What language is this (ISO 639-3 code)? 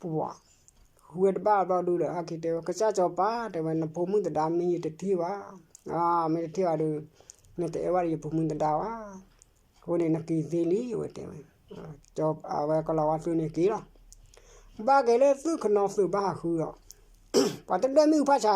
ksw